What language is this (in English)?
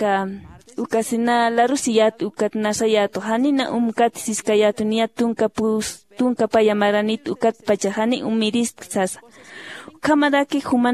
Aymara